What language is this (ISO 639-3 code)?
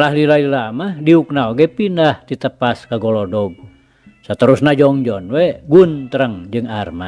sun